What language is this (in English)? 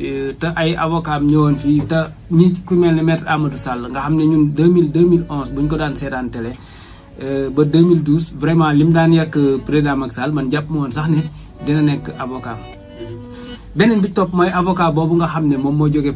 Wolof